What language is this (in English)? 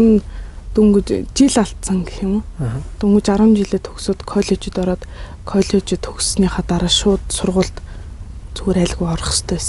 Mongolian